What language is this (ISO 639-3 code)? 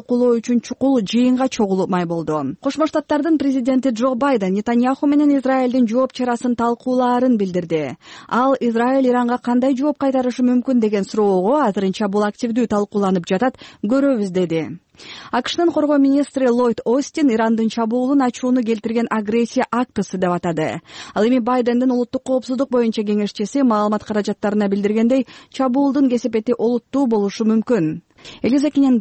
kir